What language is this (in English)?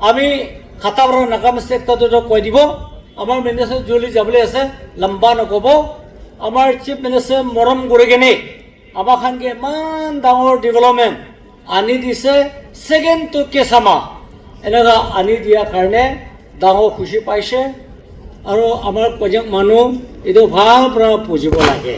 Naga Pidgin